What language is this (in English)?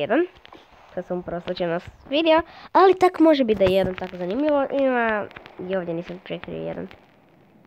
Croatian